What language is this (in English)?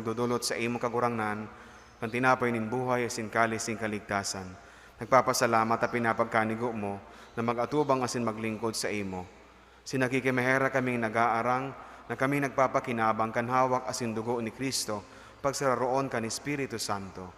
Bikol